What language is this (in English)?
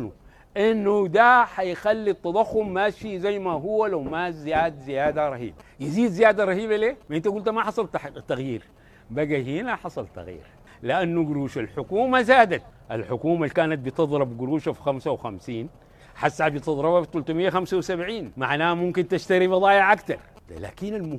Sudanese Arabic